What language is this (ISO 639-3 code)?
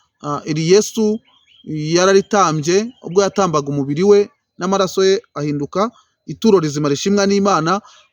kin